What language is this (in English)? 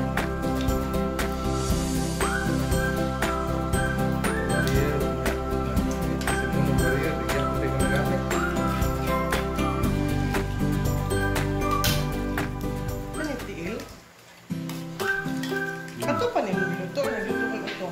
Filipino